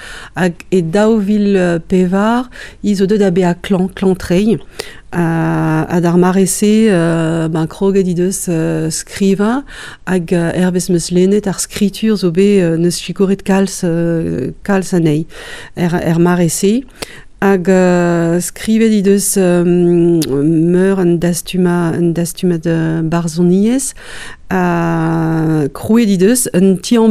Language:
Breton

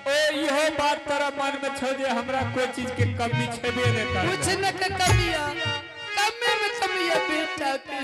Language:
Angika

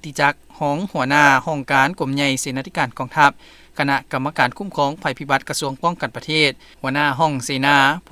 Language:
Lao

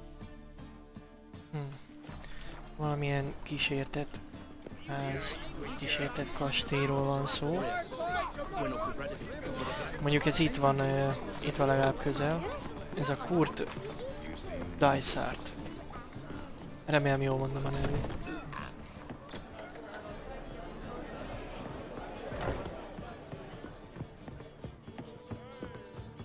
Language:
Hungarian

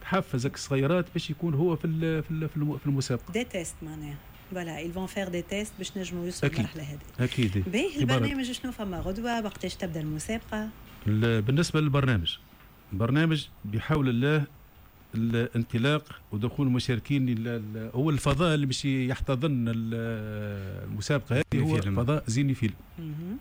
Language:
Tunisian Arabic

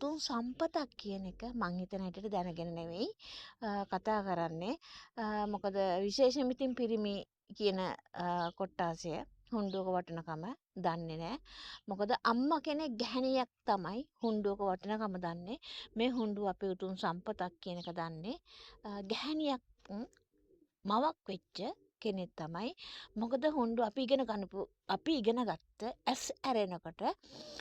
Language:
Sinhala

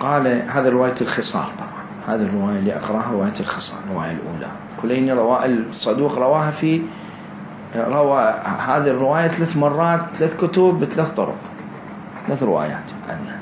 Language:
Mesopotamian Arabic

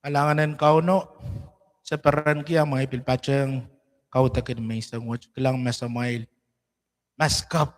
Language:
Pohnpeian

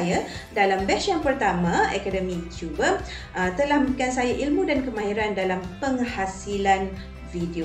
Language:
Malay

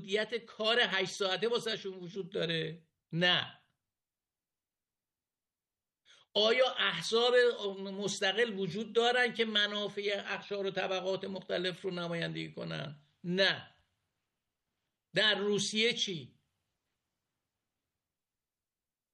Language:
Persian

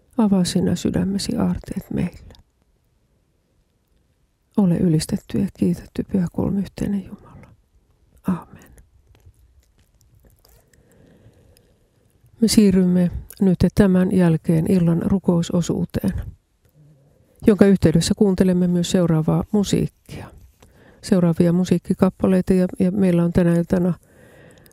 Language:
Finnish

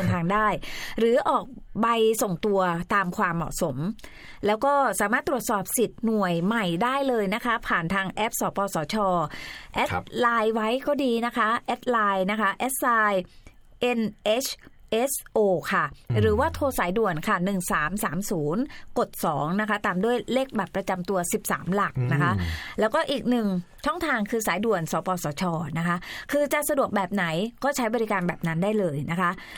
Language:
Thai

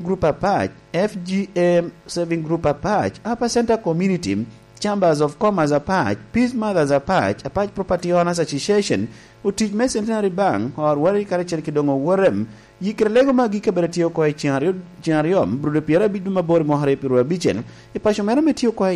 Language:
Lango (Uganda)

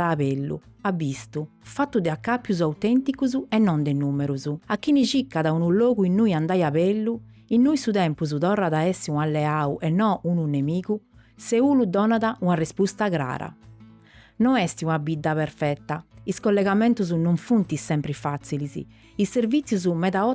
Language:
Sardinian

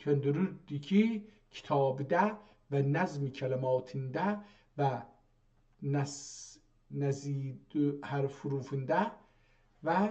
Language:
South Azerbaijani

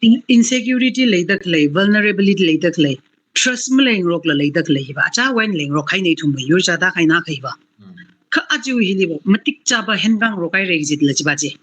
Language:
Tangkhul Naga (India)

